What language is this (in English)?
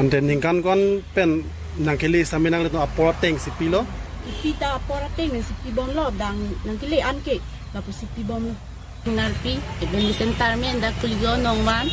Karbi